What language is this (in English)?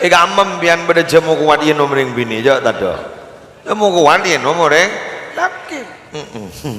Madurese